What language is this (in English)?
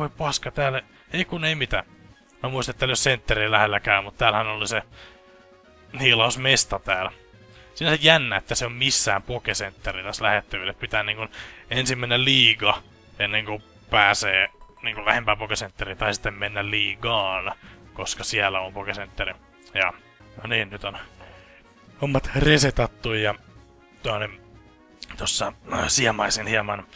Finnish